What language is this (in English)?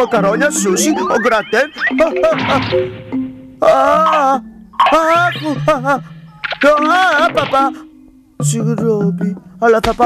Greek